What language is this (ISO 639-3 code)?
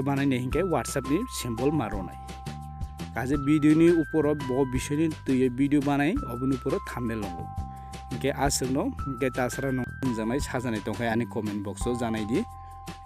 trp